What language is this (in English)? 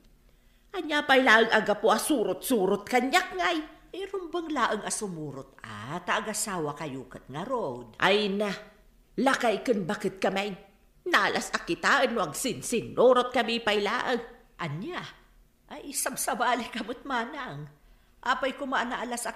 Iloko